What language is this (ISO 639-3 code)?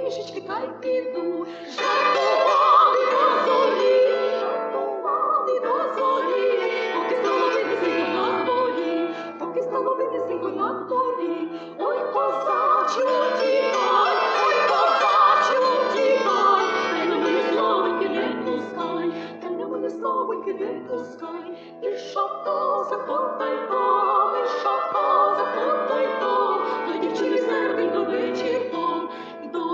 ukr